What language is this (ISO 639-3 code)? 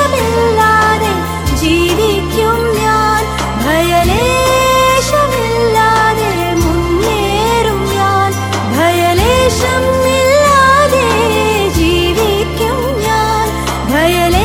mal